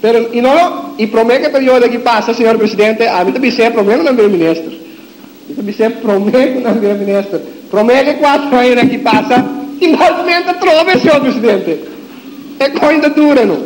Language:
Papiamento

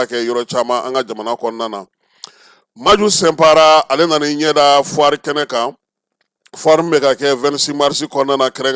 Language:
Bambara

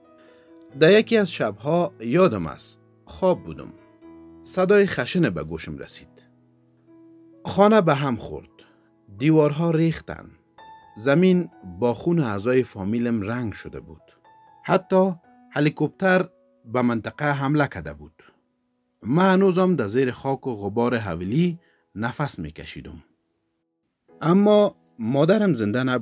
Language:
Persian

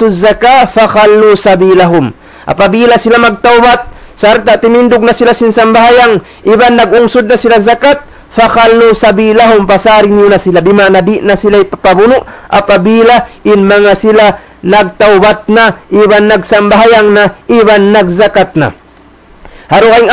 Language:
Tausug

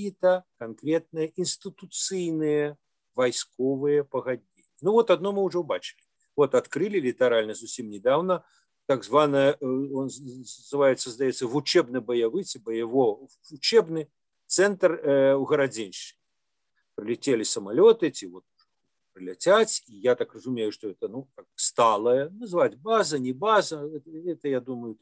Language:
Belarusian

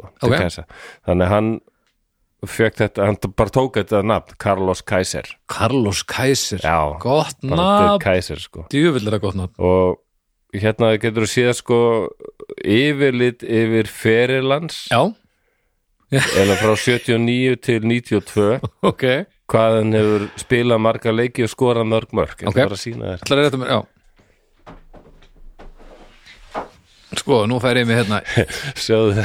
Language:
Icelandic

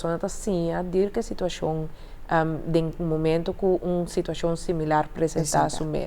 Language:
Papiamento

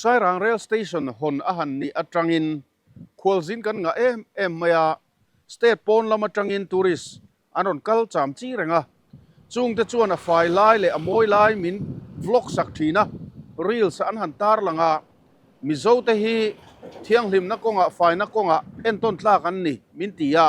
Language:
Mizo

